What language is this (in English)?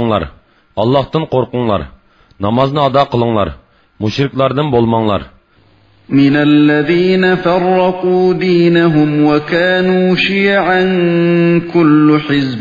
Uyghur